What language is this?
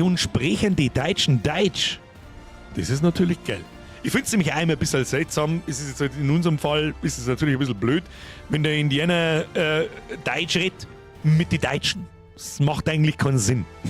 Bavarian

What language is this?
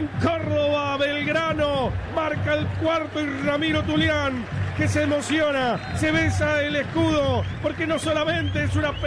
Spanish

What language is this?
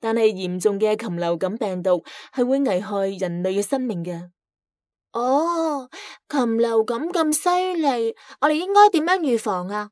Cantonese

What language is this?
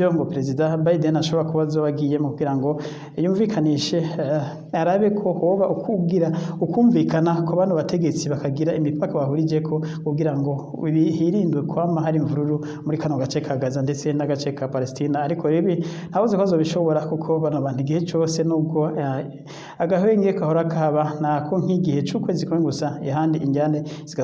Rundi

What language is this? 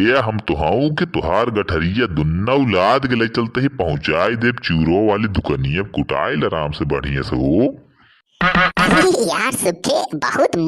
Awadhi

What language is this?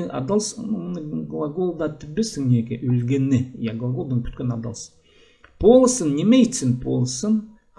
Khakas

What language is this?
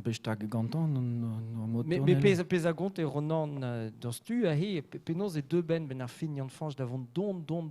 Breton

